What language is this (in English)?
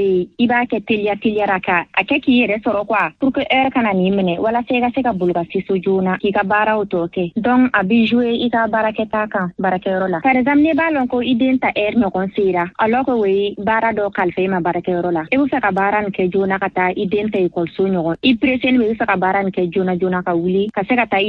Bambara